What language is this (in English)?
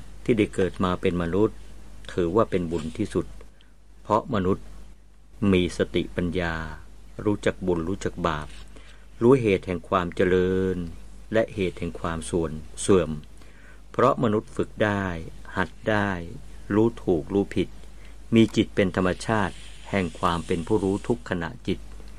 Thai